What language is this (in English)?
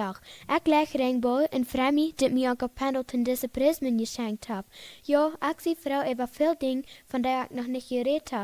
Plautdietsch